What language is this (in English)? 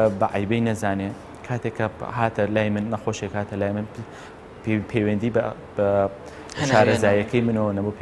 Central Kurdish